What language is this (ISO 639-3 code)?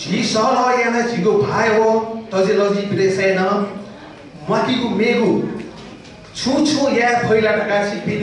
new